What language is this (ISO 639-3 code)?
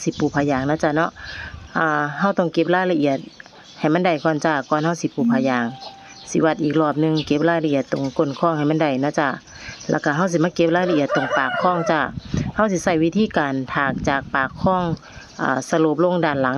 tts